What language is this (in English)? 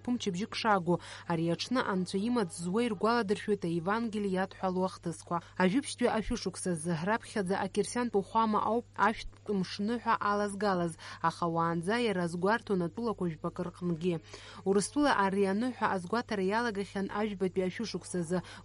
Abkhazian